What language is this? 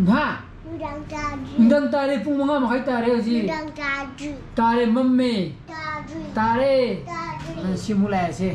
Manipuri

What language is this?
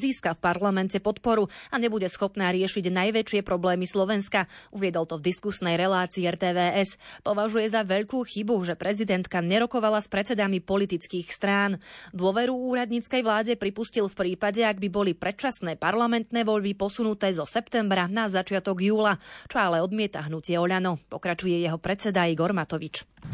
Slovak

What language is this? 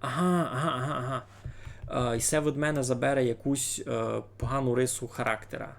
Rusyn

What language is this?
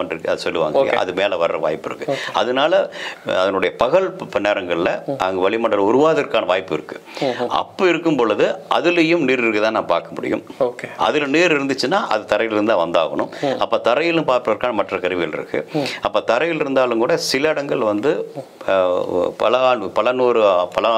Tamil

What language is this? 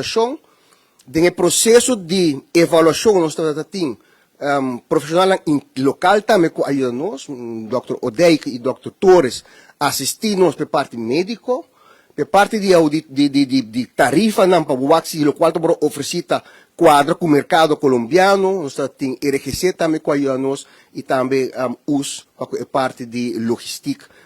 Papiamento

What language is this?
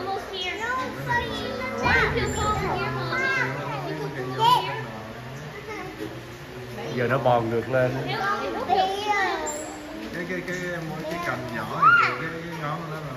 Vietnamese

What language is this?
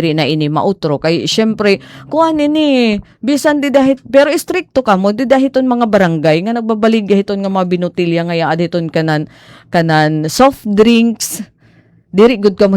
Waray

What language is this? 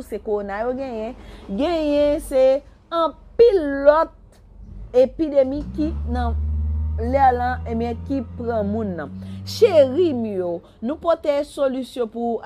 Haitian Creole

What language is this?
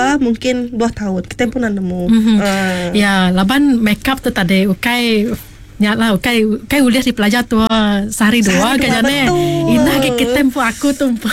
Iban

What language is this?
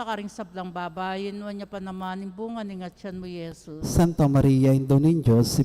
Pampanga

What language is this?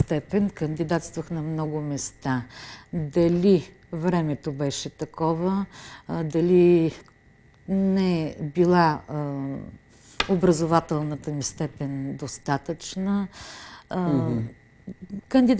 Bulgarian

